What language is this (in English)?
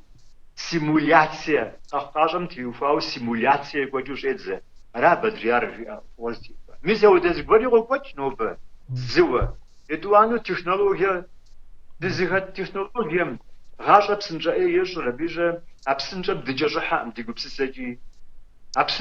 Kabardian